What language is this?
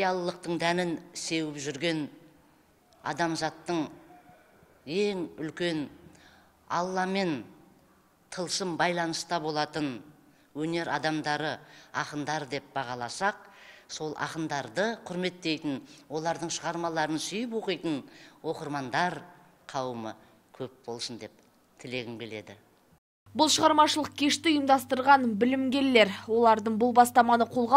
Kazakh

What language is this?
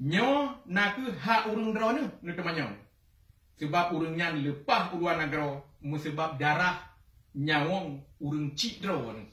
Achinese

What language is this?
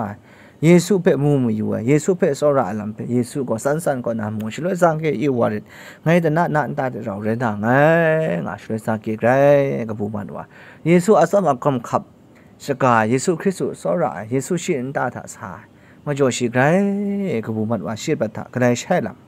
Kachin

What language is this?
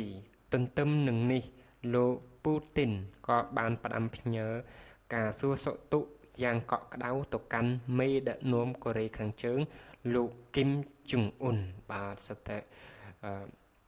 Khmer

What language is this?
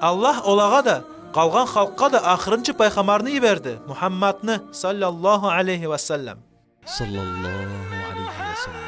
Kumyk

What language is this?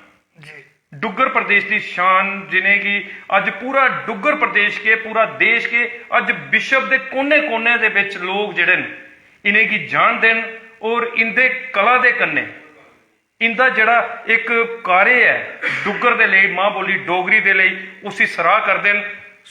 Dogri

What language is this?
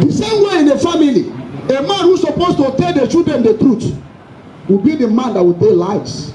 Igbo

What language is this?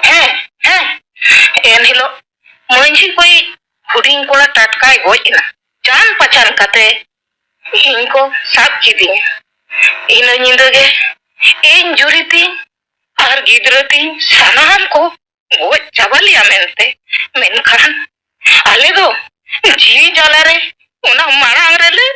Santali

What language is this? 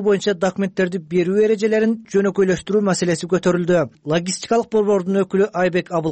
Kyrgyz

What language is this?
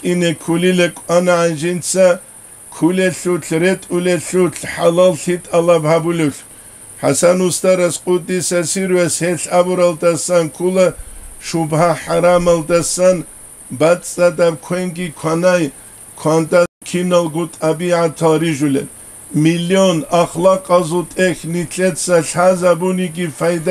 Avaric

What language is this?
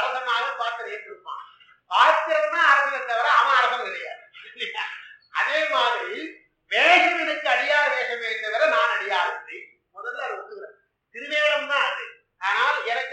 Tamil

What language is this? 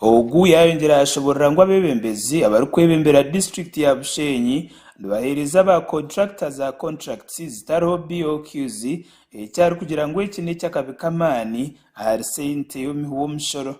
Nyankole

